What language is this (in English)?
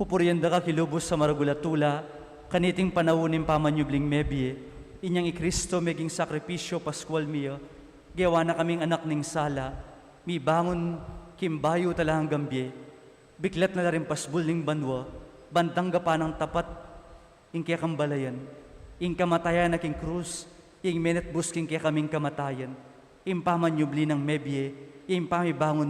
Pampanga